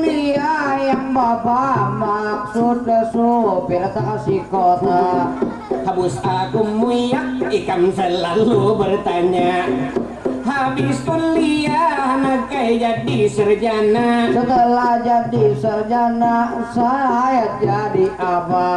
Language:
Banjar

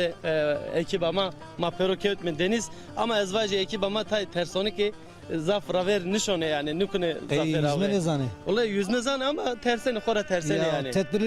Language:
Zaza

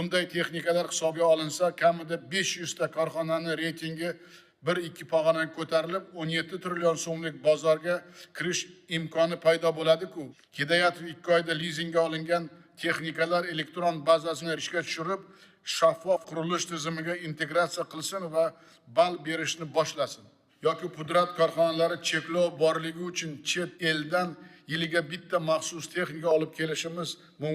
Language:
Uzbek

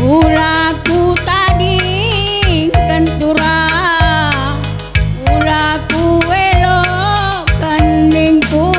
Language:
Batak Karo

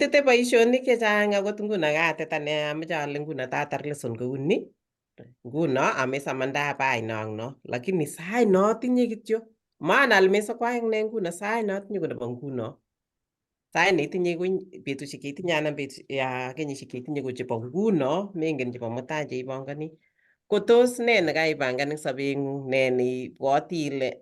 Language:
Kalenjin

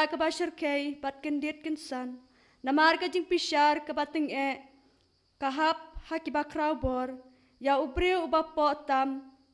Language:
Khasi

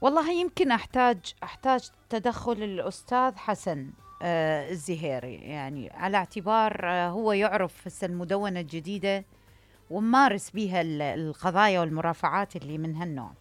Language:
Mesopotamian Arabic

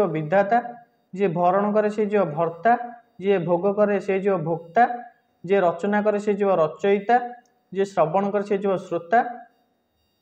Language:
Odia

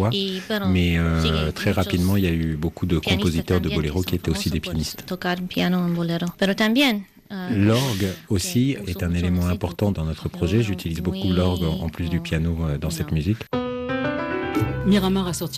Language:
French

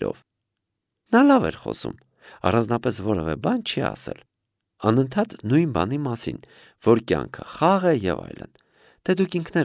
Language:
Armenian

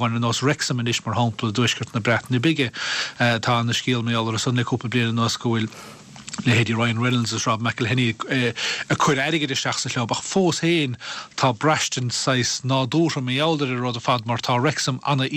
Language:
Irish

